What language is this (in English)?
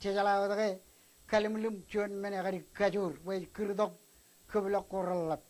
Marshallese